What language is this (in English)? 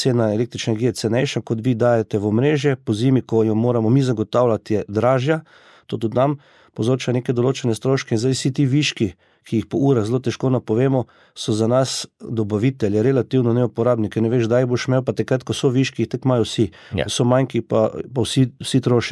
Slovenian